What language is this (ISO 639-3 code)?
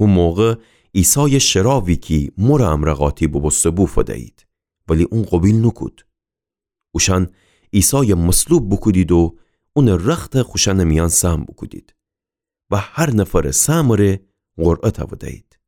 glk